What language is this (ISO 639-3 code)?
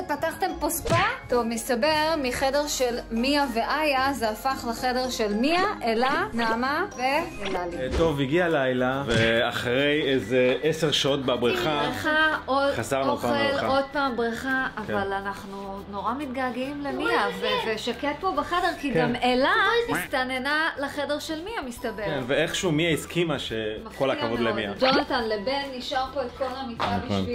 heb